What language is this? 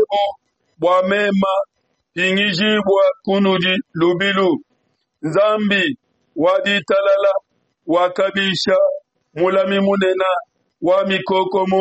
Luba-Lulua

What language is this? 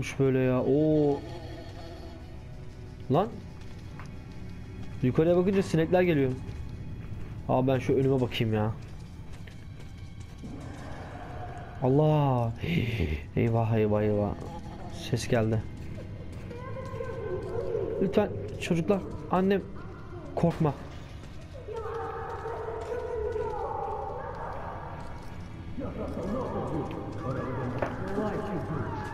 Turkish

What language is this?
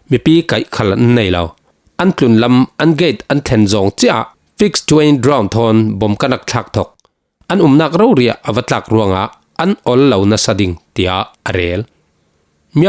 Falam Chin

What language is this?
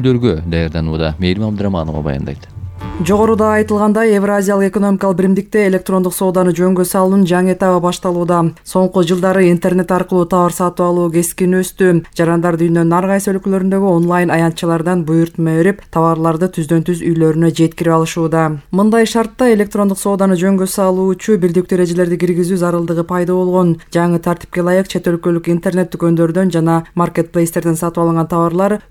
Kyrgyz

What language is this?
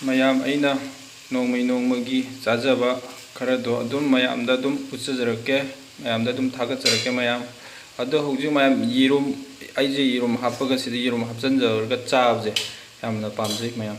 Manipuri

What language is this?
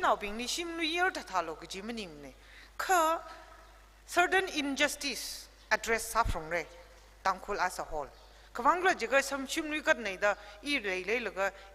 Tangkhul Naga (India)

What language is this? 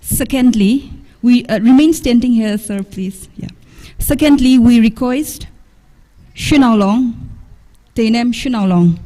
Tangkhul Naga (India)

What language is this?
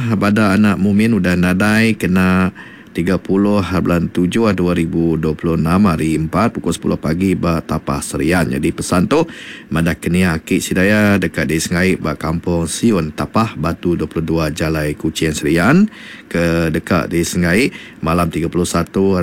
Iban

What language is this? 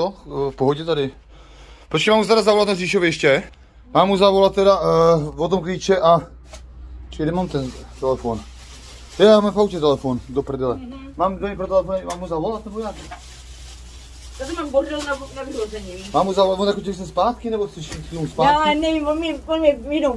Czech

